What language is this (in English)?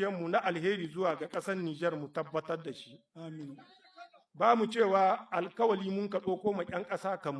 Hausa